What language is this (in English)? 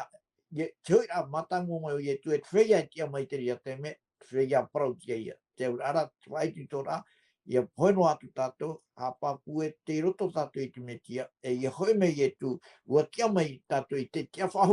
Tahitian